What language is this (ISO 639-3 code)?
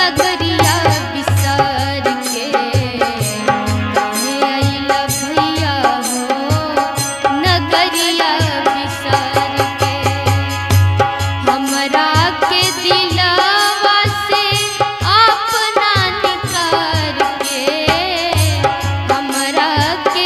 bho